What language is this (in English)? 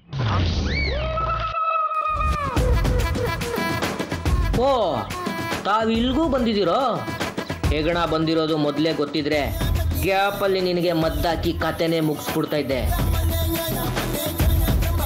Kannada